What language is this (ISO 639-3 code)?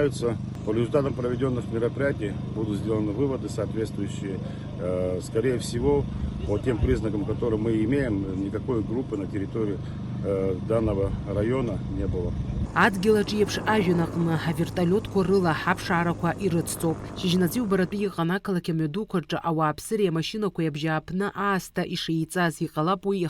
abk